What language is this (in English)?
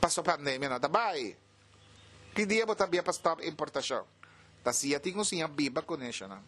Papiamento